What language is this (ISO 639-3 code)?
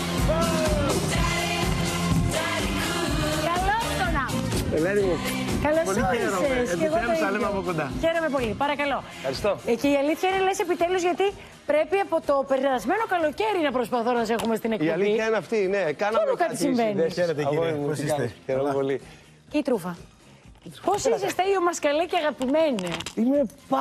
ell